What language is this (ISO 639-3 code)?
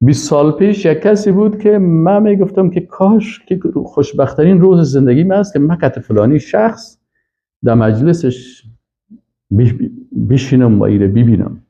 fas